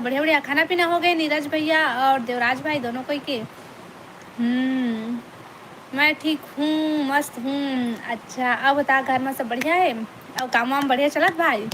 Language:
Chhattisgarhi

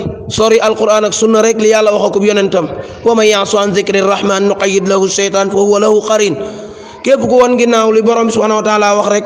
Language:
Wolof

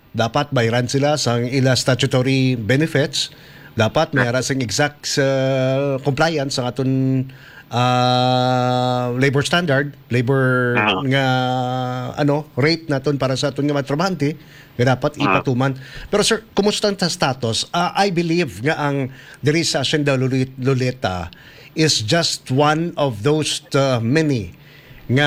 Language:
Hiligaynon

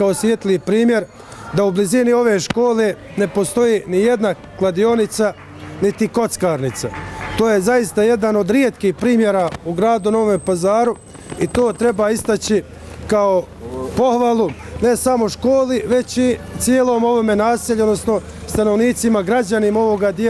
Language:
Bosnian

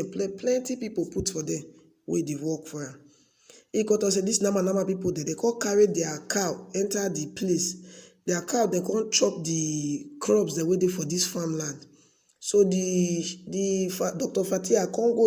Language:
Nigerian Pidgin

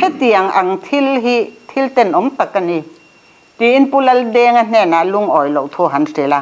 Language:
Mizo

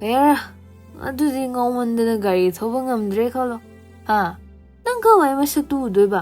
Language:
Manipuri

